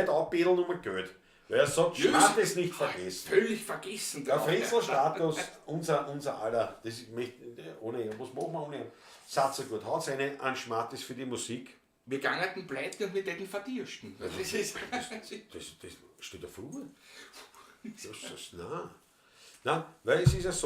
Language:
Bavarian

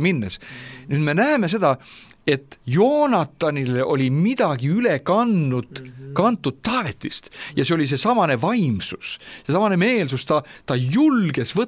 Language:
Estonian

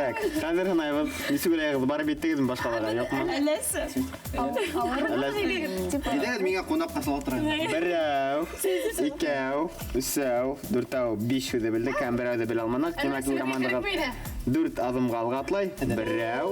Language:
Bashkir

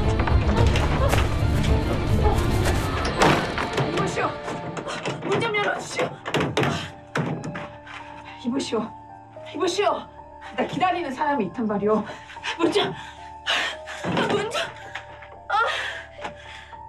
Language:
Korean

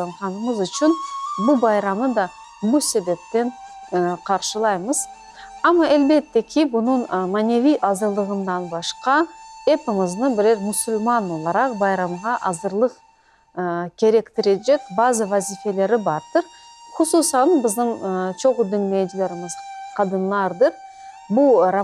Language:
Crimean Tatar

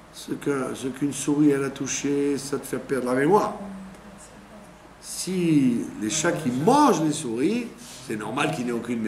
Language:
French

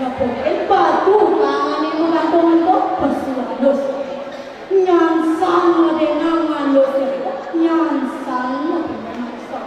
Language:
Balinese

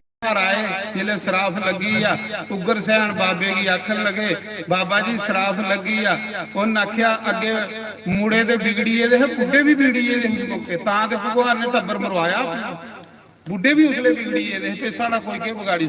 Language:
Dogri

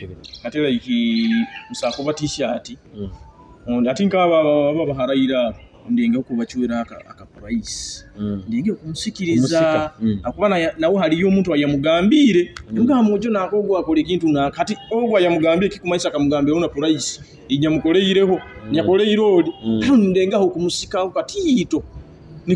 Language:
Nyoro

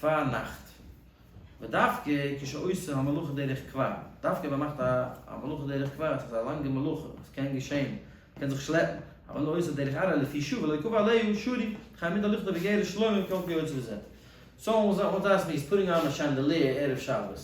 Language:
Yiddish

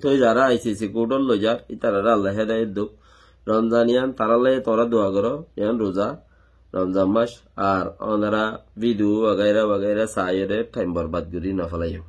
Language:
Rohingya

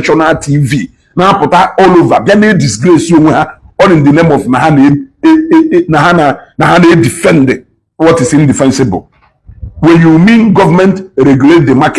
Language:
Igbo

